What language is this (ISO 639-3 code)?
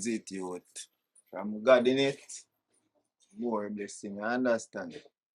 jam